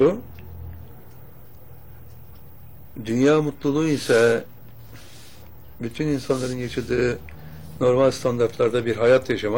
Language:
Turkish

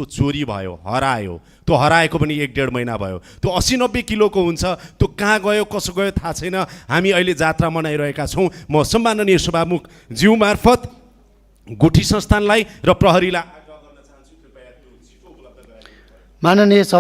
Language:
Nepali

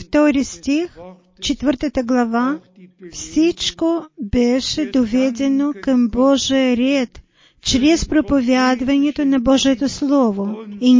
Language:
Bulgarian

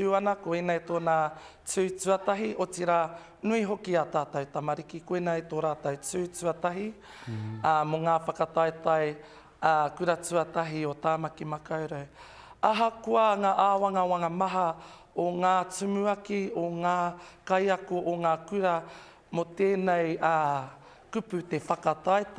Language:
Māori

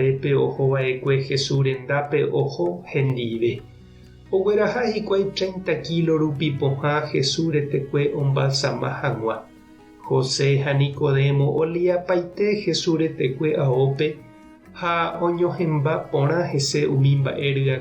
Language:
Guarani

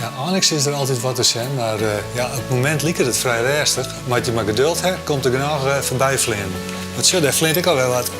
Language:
Western Frisian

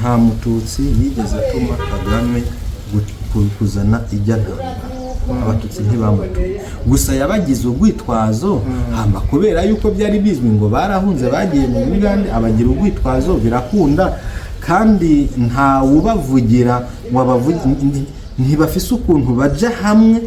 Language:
Rundi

